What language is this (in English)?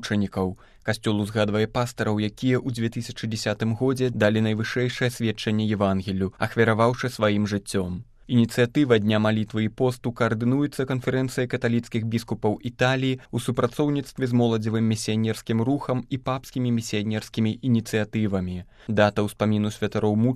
Belarusian